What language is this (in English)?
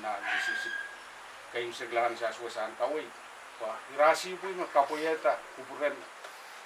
Pohnpeian